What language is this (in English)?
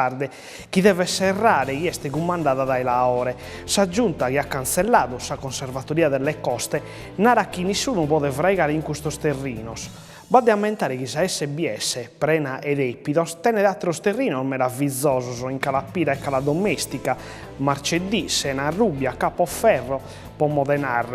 Sardinian